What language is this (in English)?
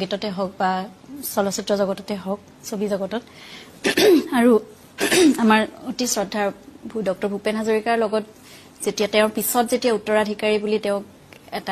Assamese